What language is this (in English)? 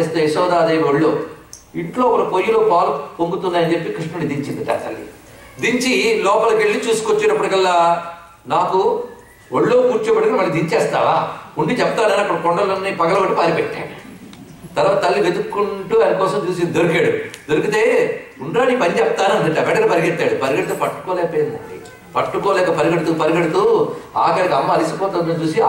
Telugu